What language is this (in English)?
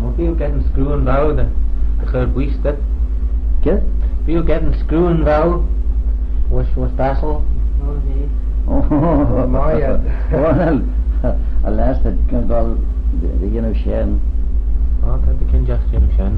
Manx